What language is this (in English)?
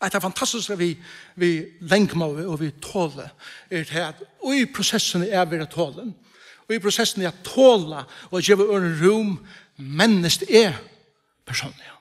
Faroese